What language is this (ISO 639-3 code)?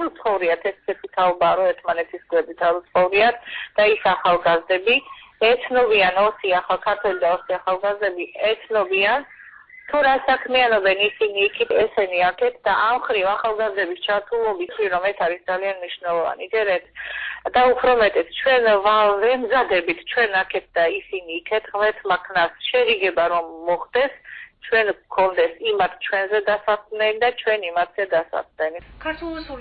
kat